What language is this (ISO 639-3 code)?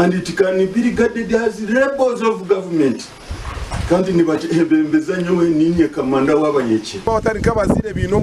nyn